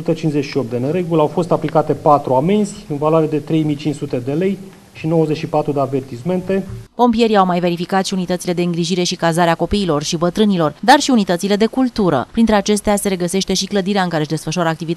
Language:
Romanian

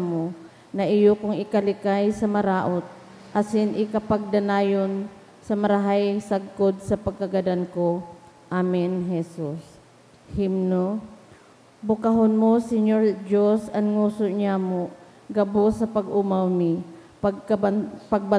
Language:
Bikol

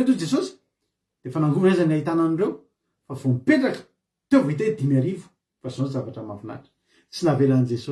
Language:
Malagasy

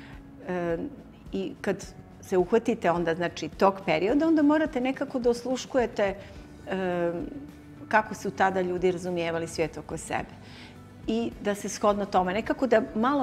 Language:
Bosnian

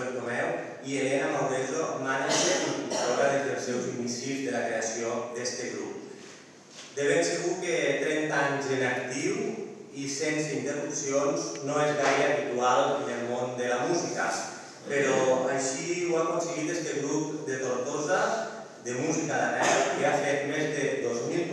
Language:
Catalan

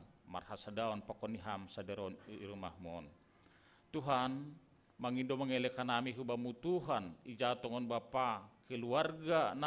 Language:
Batak Simalungun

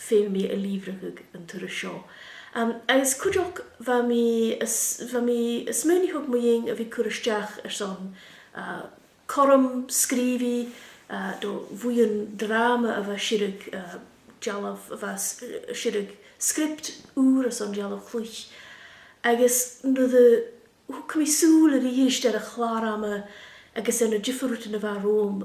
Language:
Scottish Gaelic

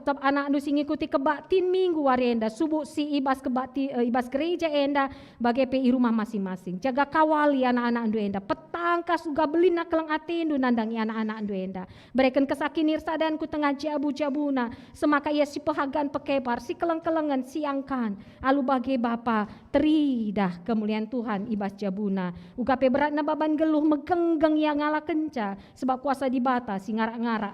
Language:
Batak Karo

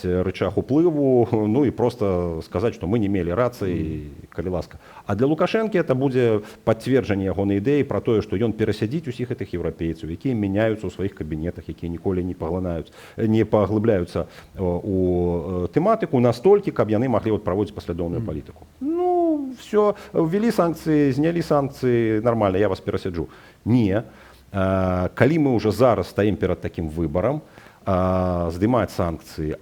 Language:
Belarusian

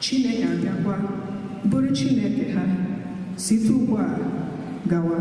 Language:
Igbo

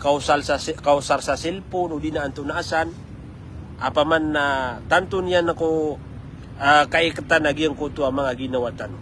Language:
Maranao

